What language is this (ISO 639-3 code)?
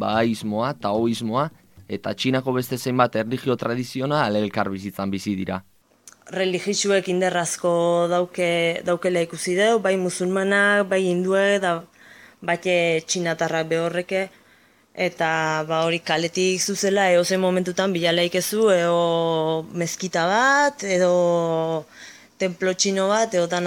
eus